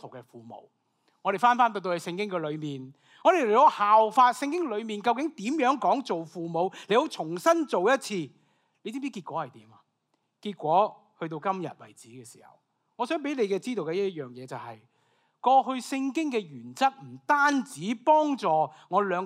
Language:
Cantonese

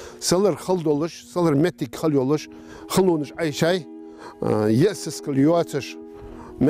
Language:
Ingush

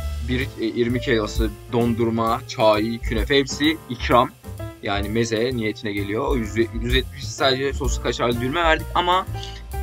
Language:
Turkish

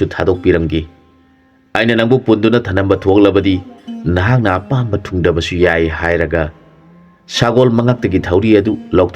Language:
Manipuri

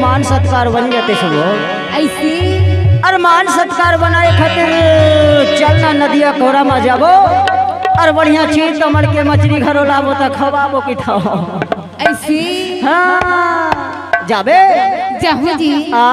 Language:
Chhattisgarhi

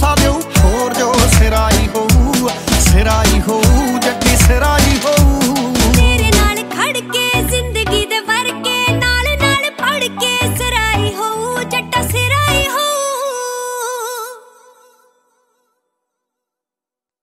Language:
Punjabi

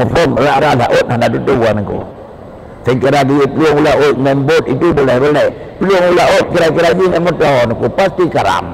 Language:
Achinese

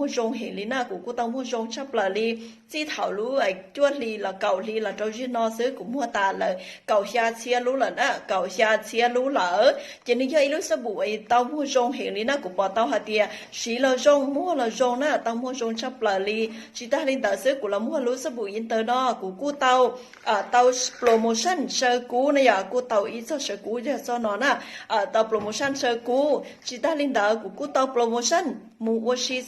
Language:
Hmong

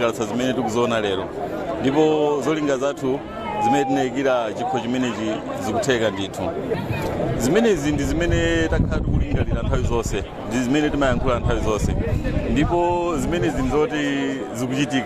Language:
Nyanja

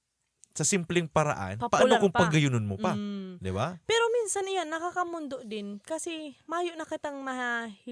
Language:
Bikol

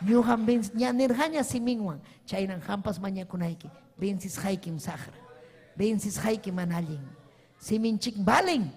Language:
Ayacucho Quechua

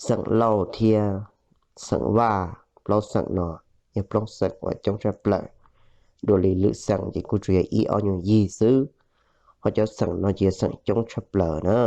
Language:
Hmong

